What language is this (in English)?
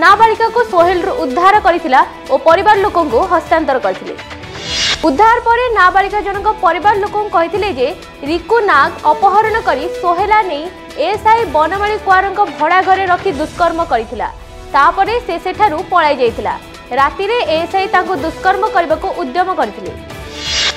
Odia